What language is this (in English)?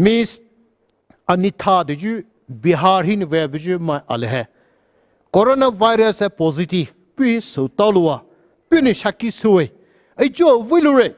Poumei Naga